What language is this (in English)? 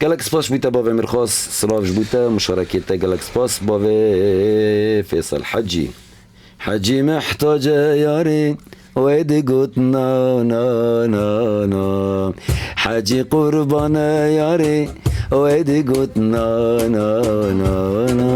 Kurdish